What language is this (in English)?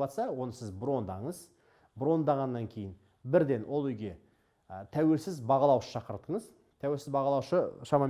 Kazakh